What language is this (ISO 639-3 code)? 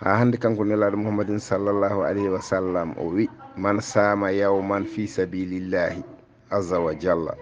ful